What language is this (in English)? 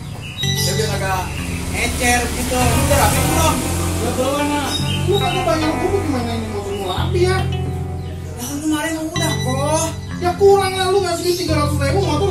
Betawi